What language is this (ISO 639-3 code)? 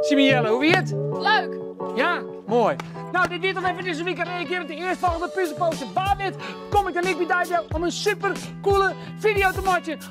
fry